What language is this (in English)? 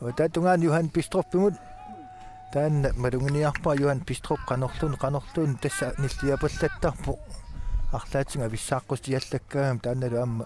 Kalaallisut